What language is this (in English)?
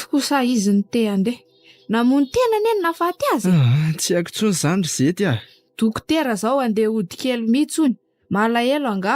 Malagasy